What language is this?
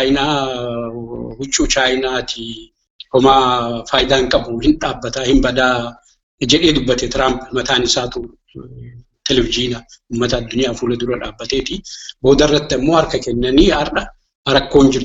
Oromo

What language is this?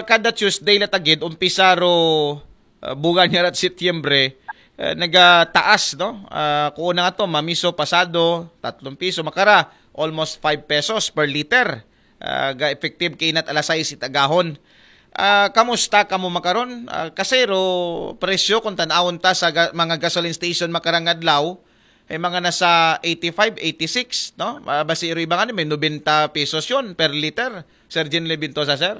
Aklanon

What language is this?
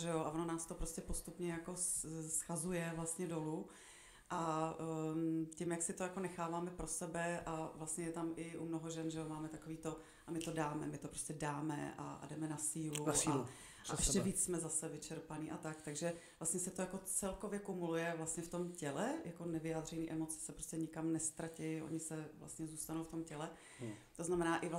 Czech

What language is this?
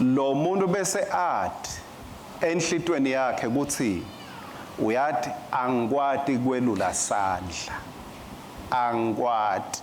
Swati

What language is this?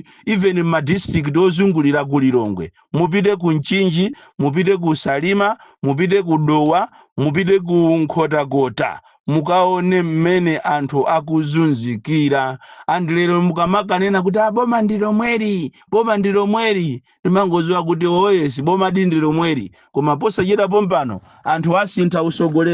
Nyanja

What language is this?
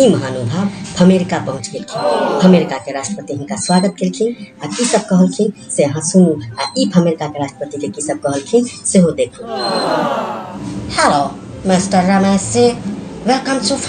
Maithili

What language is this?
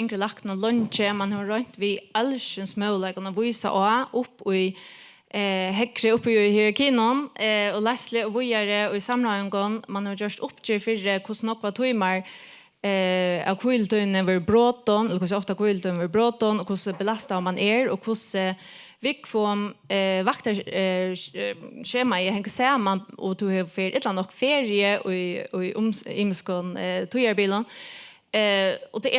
Faroese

